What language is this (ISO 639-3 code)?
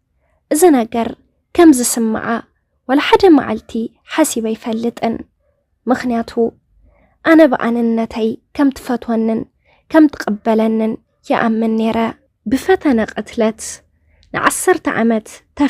tir